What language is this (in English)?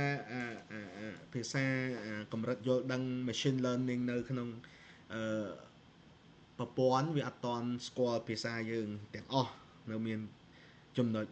Khmer